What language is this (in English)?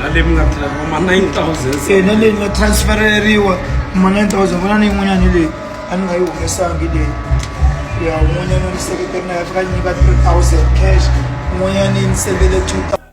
Tsonga